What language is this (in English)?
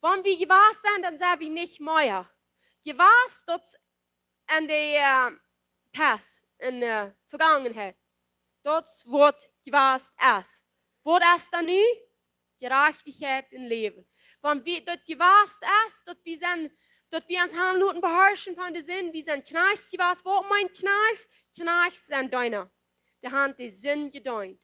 Plautdietsch